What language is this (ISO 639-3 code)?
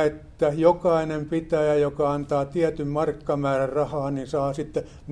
fin